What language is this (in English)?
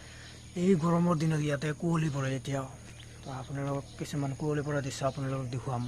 Assamese